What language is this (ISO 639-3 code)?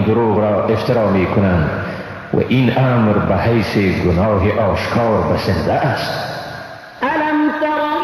fas